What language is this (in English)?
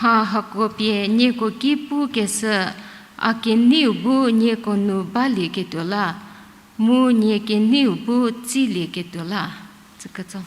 Angami Naga